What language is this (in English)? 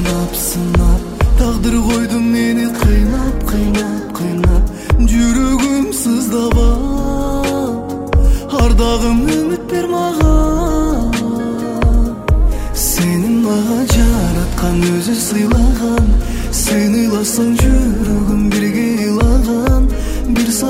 Kyrgyz